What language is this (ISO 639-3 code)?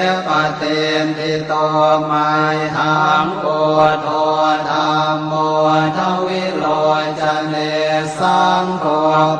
pli